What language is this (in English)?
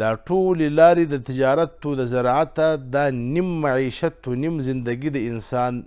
Pashto